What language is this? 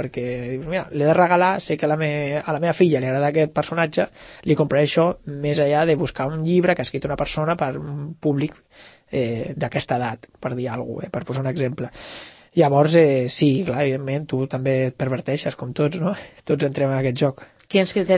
Catalan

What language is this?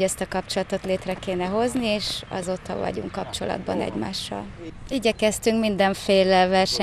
Hungarian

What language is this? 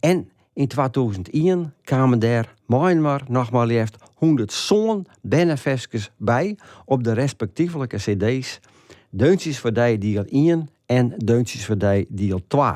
Western Frisian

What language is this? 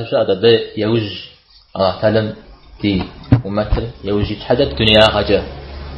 Kabardian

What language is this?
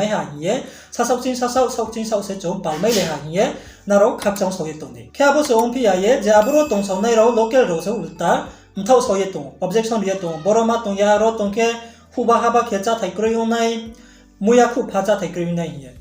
Riang (India)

